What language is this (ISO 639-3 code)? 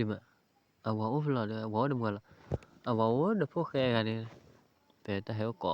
ksw